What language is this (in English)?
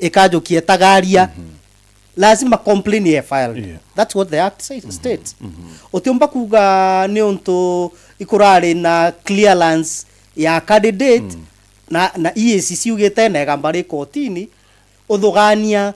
Meru